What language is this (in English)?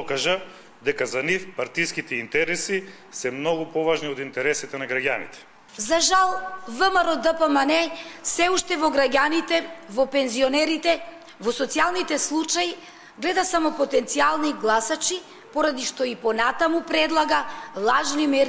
Macedonian